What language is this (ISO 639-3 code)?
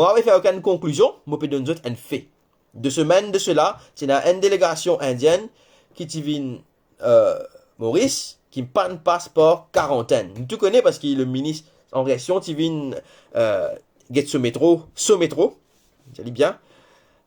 mfe